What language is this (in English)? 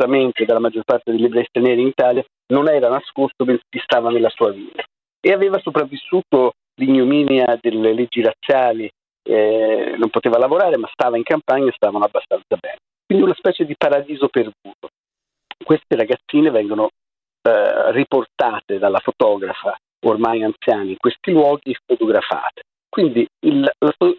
Italian